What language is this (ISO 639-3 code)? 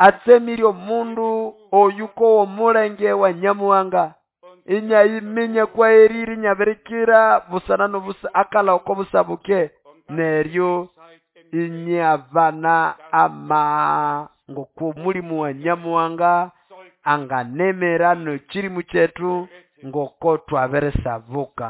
nnb